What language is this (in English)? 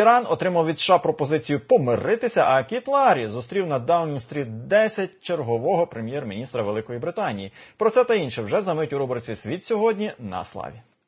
Ukrainian